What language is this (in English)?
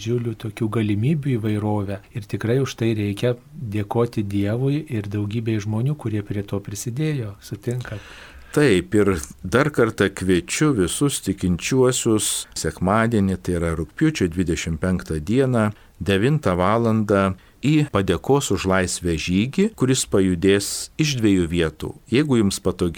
Lithuanian